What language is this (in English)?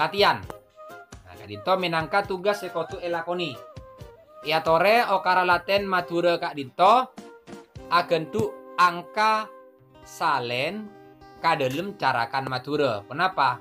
Madurese